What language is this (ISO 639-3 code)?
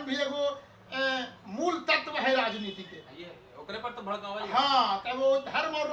mag